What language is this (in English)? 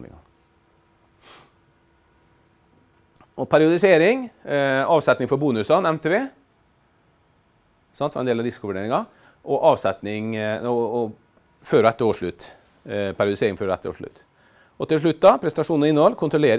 Norwegian